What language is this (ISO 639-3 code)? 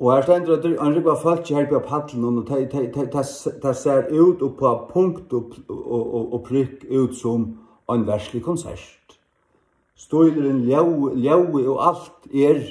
fao